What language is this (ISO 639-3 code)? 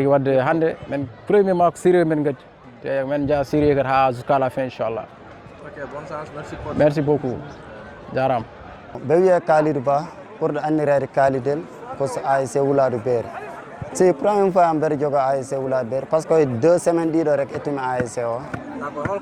ful